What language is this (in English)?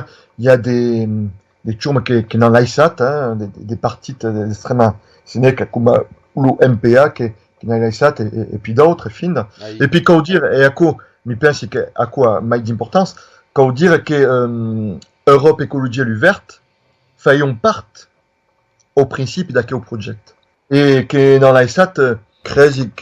Occitan